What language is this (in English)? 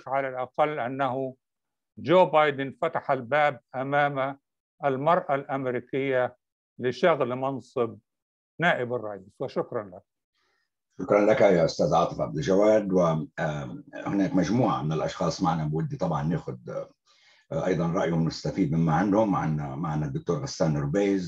Arabic